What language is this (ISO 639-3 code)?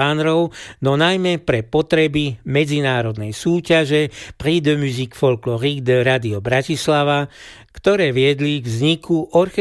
slk